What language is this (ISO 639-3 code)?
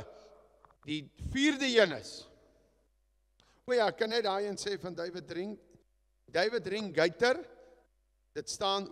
afr